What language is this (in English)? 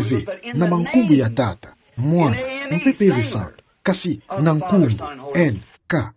Kituba (Democratic Republic of Congo)